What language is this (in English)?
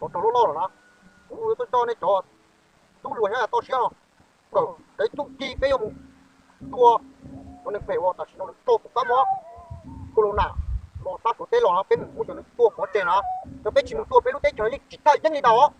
Hmong